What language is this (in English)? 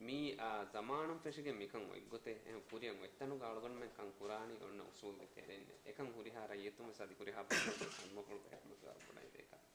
Divehi